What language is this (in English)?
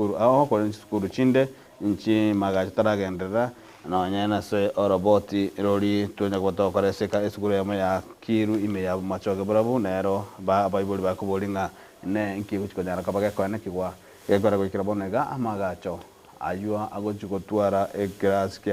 Gusii